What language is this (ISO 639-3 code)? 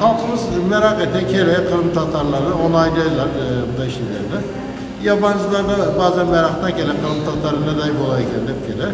crh